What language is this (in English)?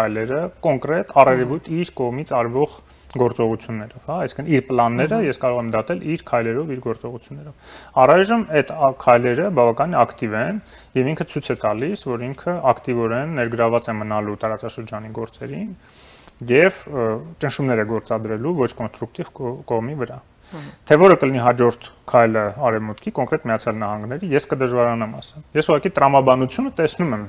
Armenian